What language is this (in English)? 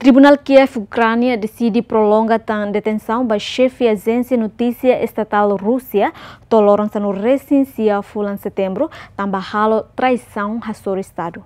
Tetum